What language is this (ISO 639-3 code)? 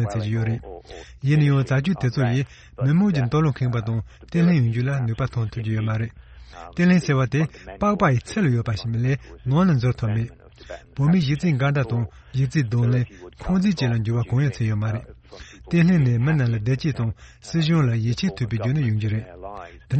bod